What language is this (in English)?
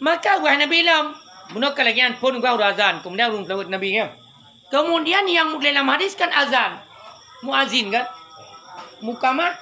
Achinese